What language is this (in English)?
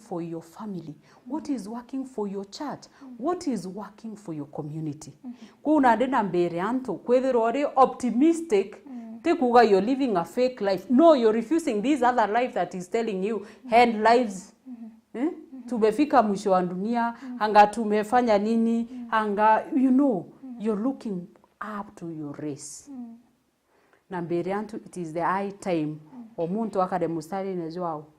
Meru